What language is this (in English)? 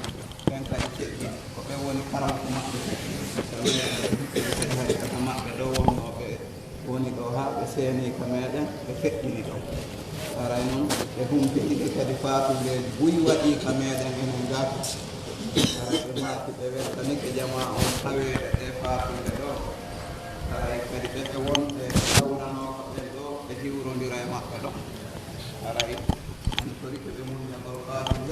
Pular